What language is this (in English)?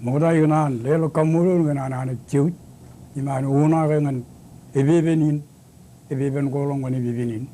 Marshallese